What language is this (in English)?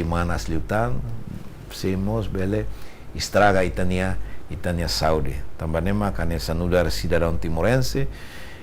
Tetum